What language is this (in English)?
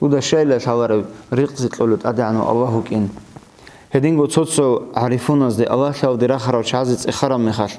Avaric